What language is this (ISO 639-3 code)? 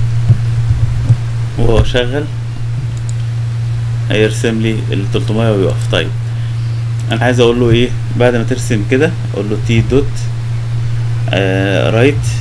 arz